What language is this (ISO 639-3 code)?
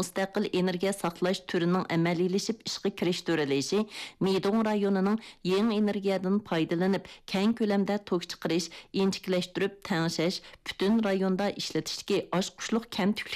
uig